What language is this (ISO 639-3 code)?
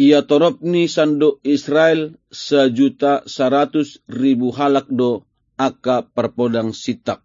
bbc